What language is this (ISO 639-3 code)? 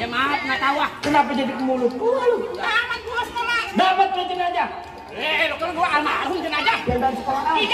bew